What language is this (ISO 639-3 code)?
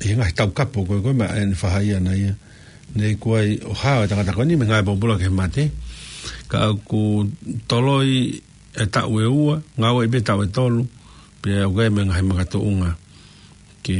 ton